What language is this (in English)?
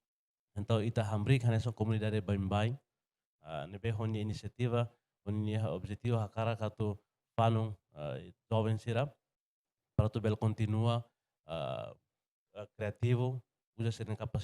Tetum